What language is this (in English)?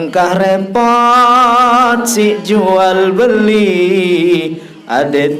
Sasak